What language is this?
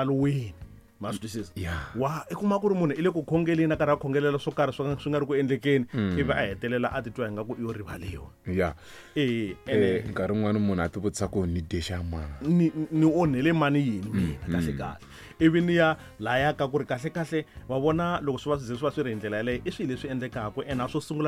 Tsonga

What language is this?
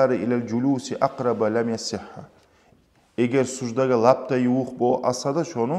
Kumyk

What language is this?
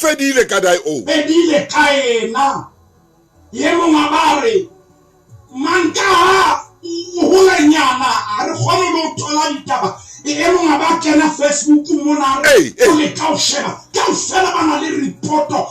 Southern Sotho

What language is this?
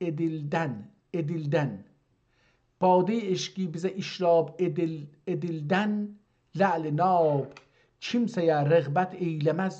South Azerbaijani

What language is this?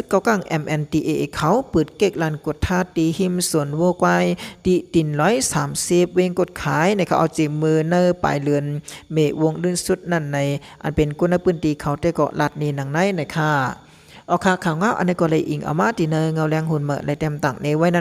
Shan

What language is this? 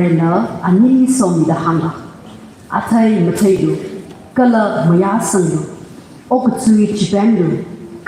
Tangkhul Naga (India)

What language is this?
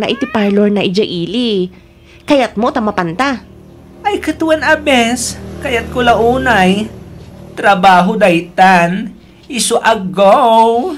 Iloko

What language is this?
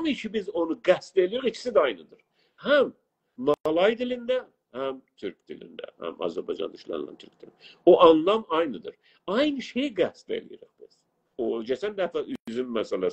South Azerbaijani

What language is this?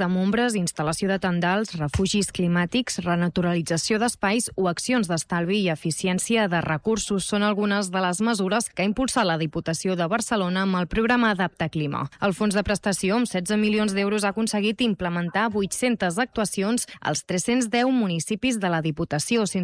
Catalan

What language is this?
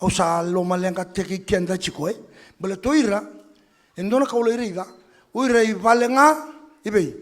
Fijian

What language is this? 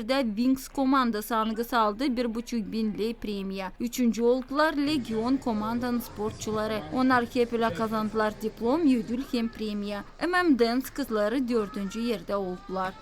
Gagauz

